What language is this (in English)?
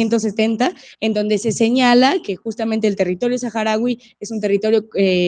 Spanish